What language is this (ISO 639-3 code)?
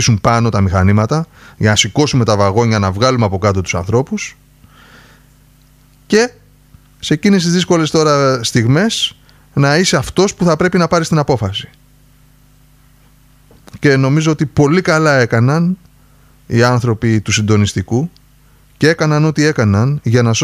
ell